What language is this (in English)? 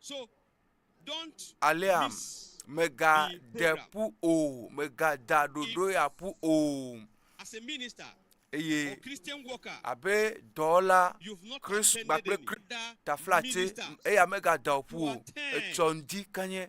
Ewe